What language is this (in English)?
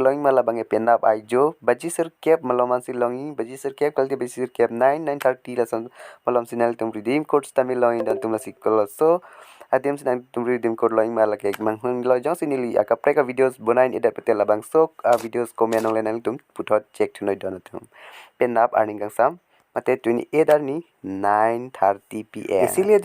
Karbi